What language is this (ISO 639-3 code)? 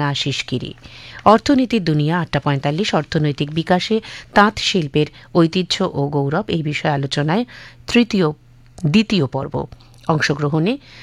ben